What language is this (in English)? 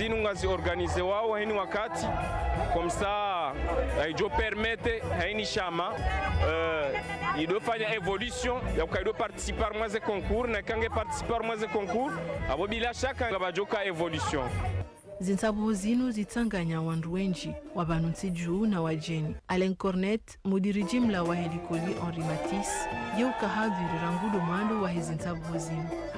Ngazidja Comorian